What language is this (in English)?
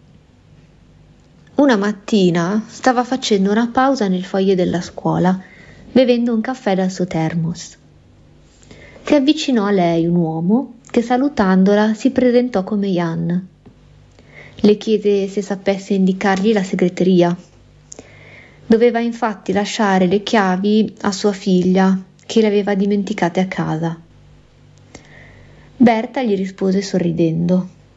Italian